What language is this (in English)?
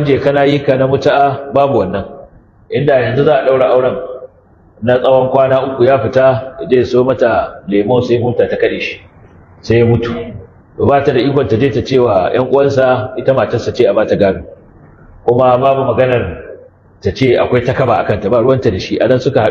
Hausa